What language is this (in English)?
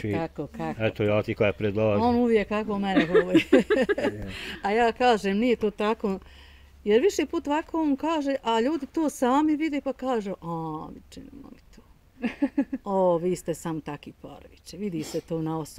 Bosnian